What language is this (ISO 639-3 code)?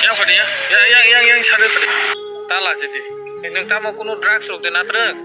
trp